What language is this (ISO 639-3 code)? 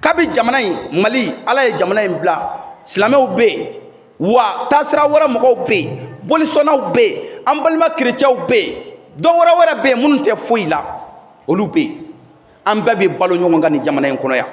bam